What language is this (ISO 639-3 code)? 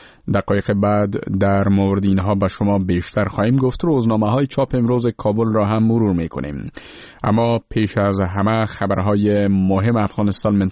fas